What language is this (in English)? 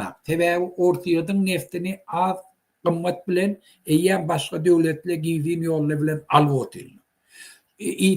Turkmen